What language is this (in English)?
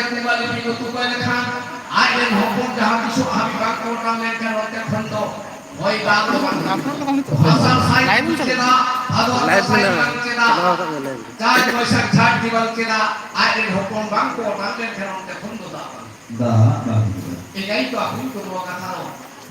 Santali